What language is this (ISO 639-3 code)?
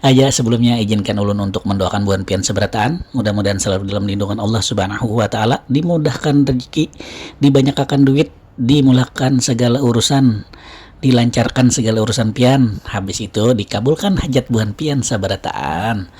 bjn